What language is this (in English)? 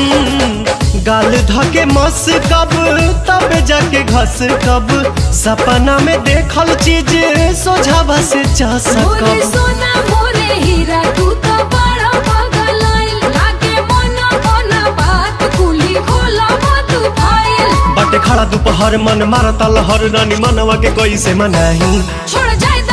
Bhojpuri